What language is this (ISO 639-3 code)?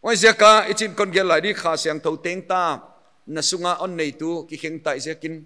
pck